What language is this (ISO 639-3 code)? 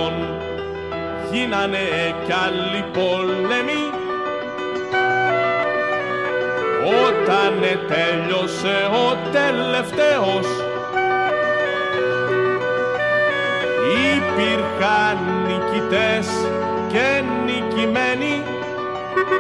ell